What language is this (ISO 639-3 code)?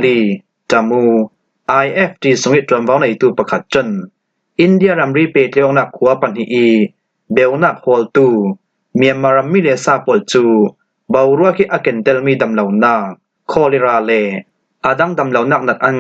cfm